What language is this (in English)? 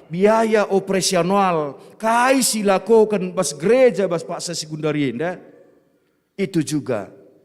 Batak Karo